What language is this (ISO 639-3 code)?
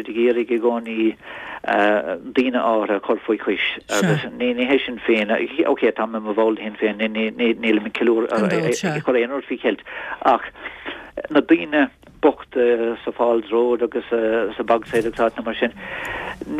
gle